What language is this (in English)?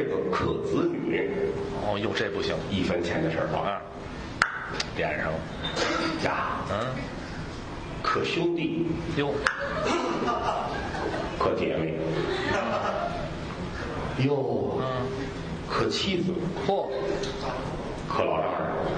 Chinese